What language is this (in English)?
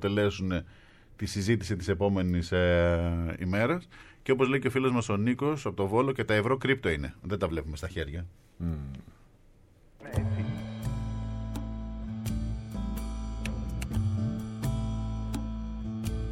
Greek